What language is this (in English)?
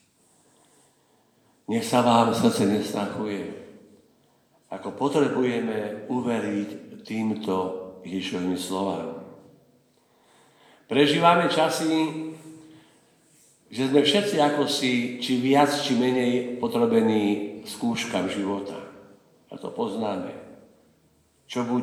Slovak